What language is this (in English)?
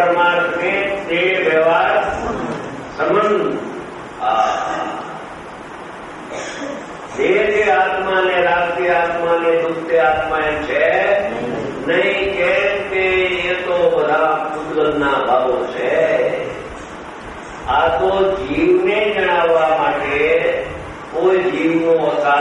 Gujarati